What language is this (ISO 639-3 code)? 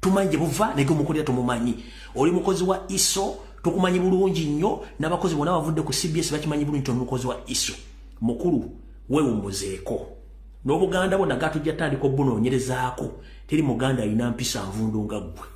lug